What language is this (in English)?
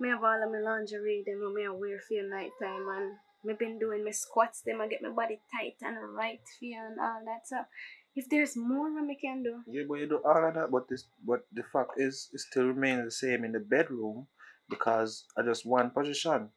Jamaican Creole English